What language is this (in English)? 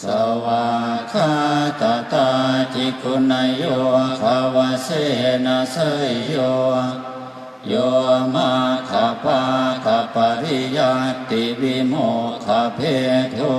Pali